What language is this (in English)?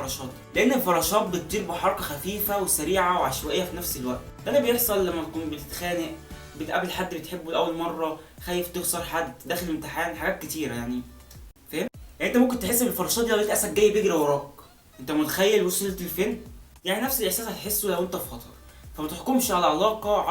Egyptian Arabic